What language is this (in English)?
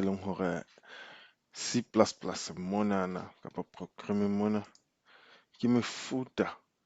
Southern Sotho